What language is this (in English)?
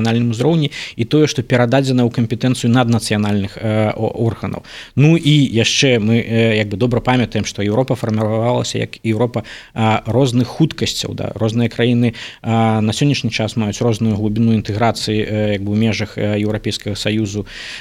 Belarusian